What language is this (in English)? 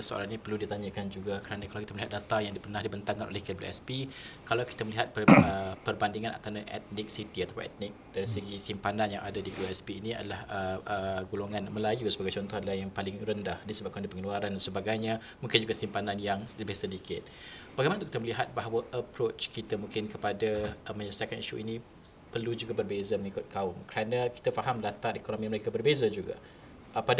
Malay